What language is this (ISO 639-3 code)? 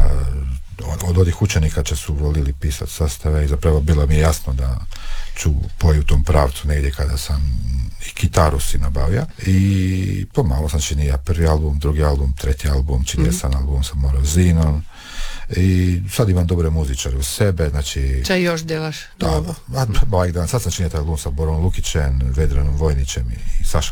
hrv